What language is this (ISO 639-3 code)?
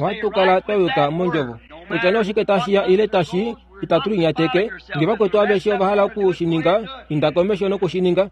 kua